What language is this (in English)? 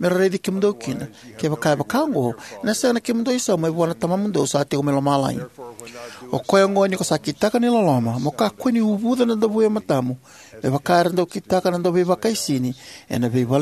Fijian